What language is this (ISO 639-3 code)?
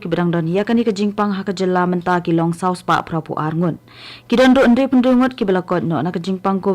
kha